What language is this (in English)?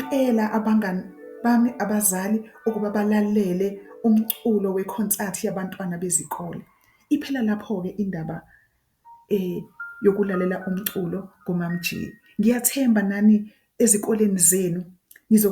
Zulu